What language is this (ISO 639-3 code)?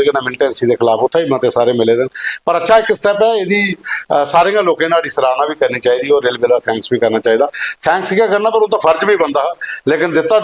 doi